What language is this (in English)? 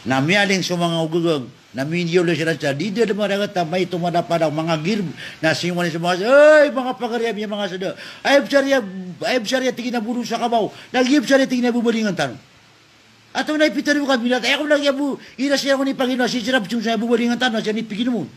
Maranao